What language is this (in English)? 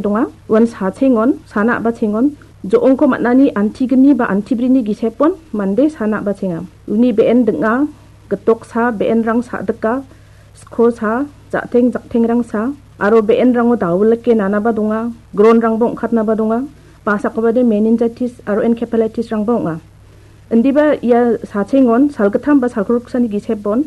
Garo